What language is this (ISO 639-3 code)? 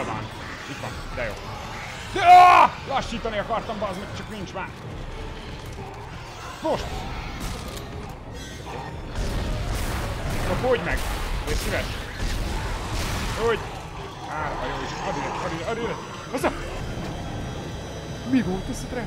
hun